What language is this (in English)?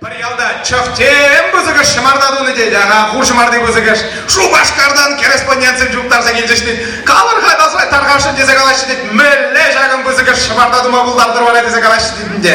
Chuvash